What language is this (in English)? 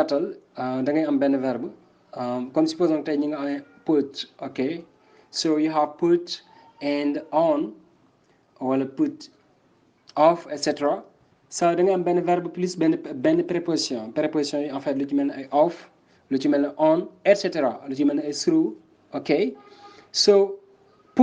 Wolof